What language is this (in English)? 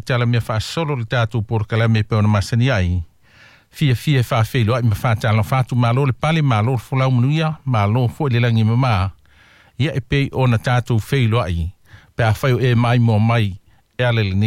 Samoan